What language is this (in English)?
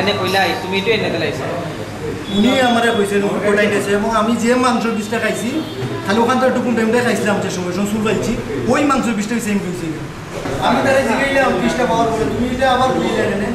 Sylheti